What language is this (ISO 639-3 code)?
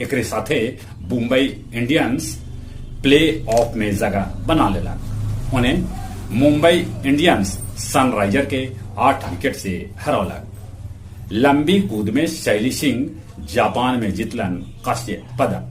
mag